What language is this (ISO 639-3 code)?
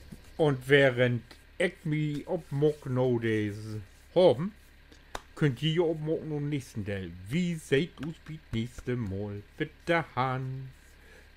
nds